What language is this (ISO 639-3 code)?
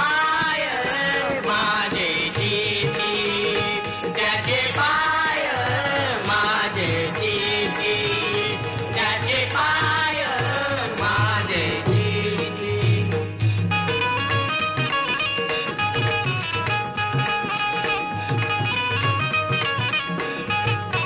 mar